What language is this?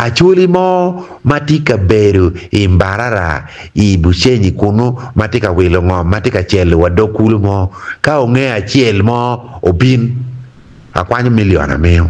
Acoli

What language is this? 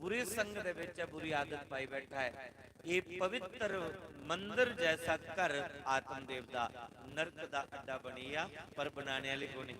Dogri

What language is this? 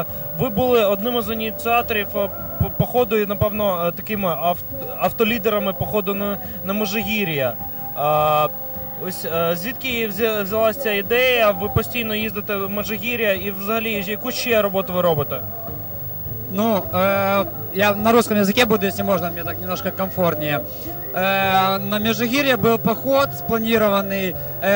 Ukrainian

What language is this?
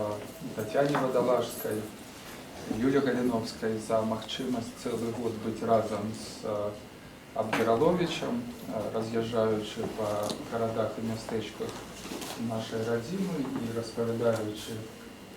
Belarusian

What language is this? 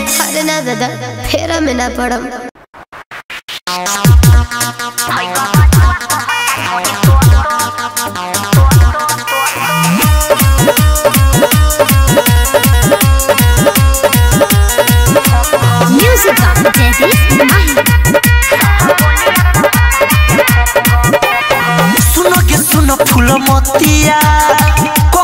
Bhojpuri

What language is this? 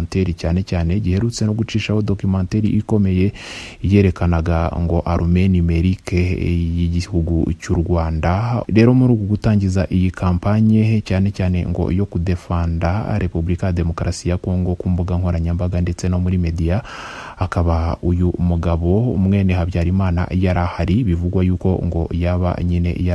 Kinyarwanda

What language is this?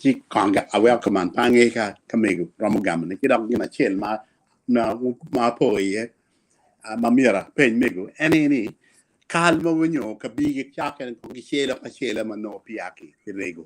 Acoli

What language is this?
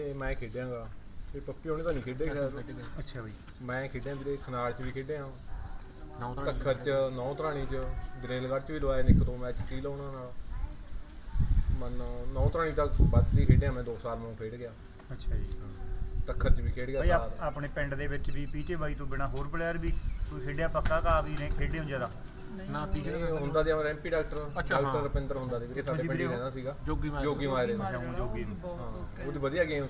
Punjabi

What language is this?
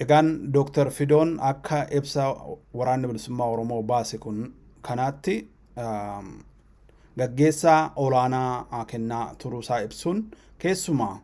Oromo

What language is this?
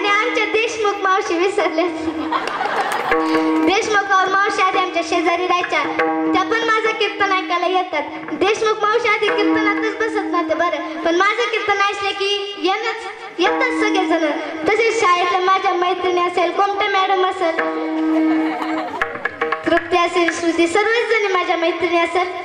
Marathi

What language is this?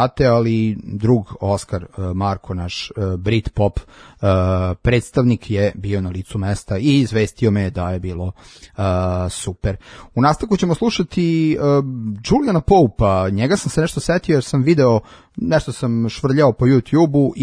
Serbian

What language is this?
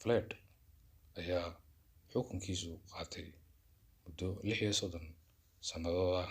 Somali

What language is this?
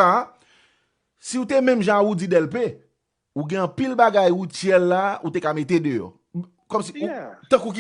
Haitian Creole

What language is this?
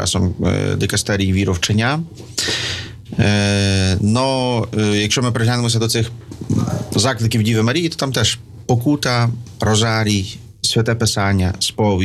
Ukrainian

